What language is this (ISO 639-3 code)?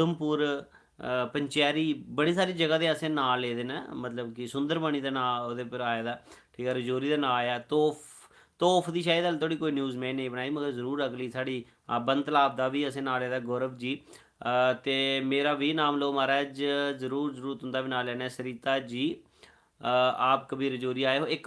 doi